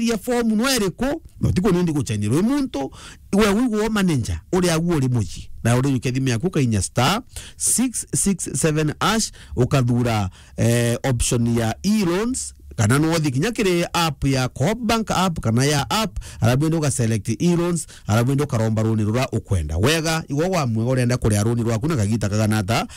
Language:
Meru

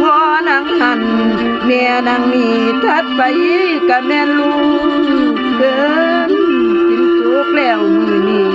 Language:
Northeastern Thai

